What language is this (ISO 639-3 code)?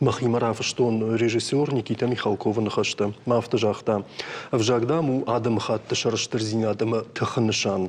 oss